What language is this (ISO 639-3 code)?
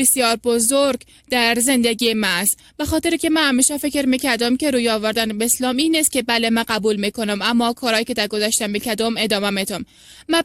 fas